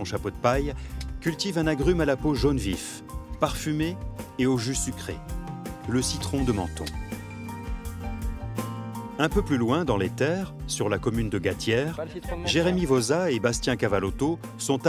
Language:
French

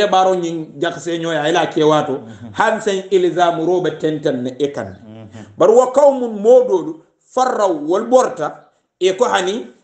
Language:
Hausa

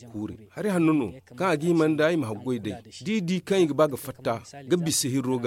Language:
Zarma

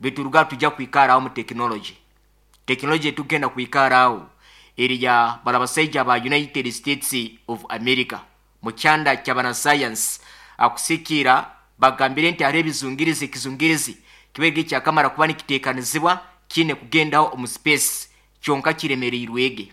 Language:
Nyoro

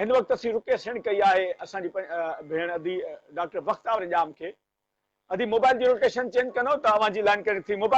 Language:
Sindhi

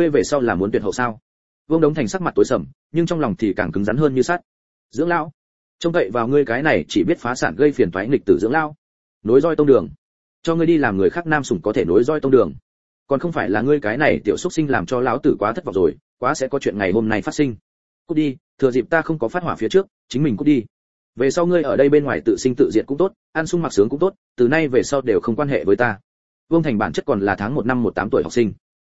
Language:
Vietnamese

